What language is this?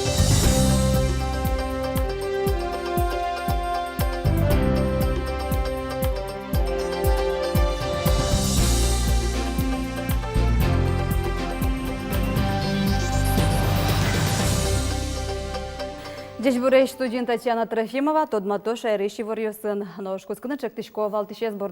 Udmurt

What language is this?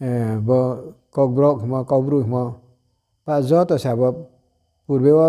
Riang (India)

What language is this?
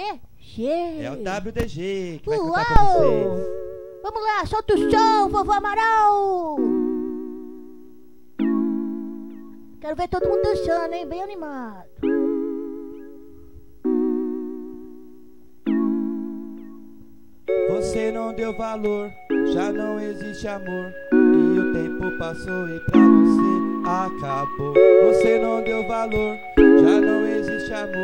Portuguese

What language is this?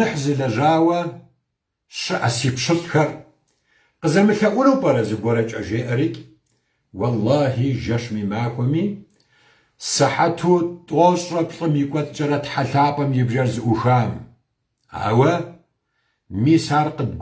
Kabardian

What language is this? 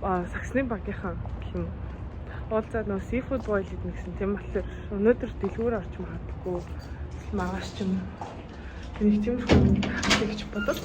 Mongolian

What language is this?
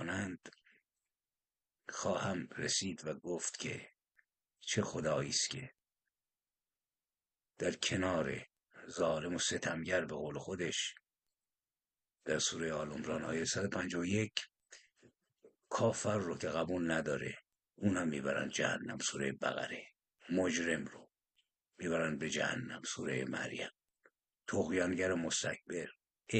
Persian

